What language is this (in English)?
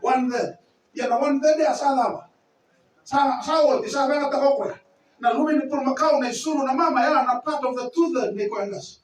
Fijian